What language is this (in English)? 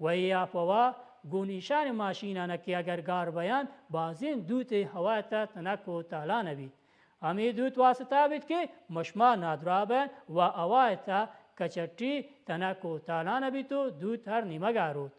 Baluchi